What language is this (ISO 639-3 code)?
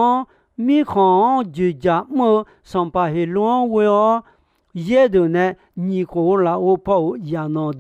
ahk